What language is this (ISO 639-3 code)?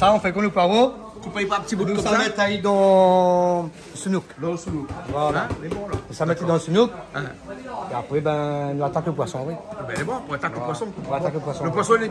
rcf